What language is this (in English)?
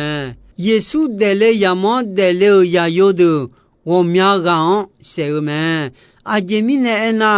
Akha